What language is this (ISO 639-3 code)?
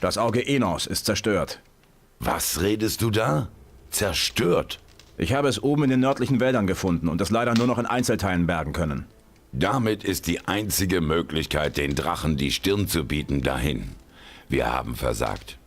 bar